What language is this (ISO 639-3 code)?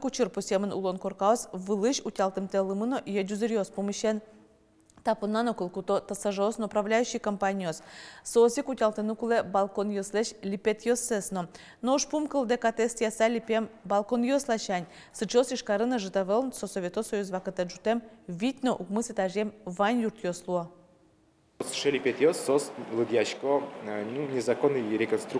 udm